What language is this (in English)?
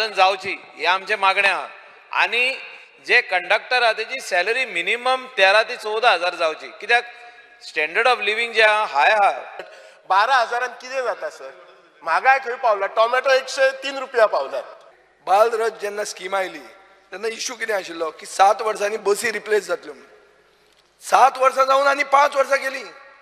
Konkani